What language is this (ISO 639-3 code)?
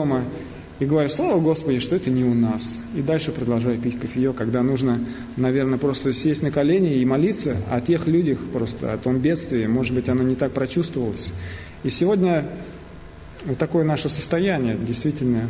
rus